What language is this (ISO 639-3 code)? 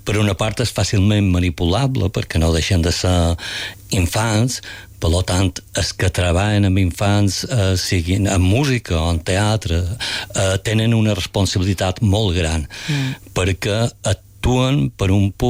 cat